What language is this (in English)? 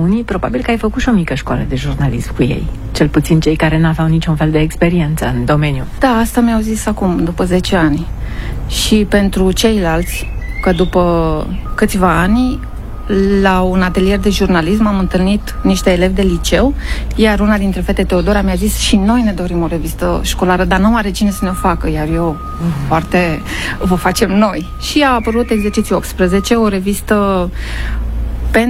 Romanian